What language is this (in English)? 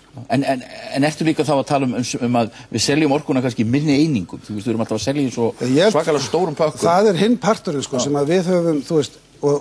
Icelandic